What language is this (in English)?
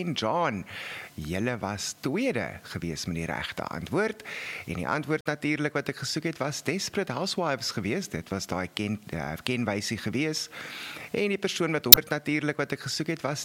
Afrikaans